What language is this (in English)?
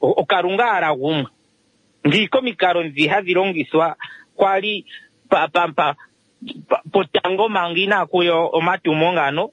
Kuanyama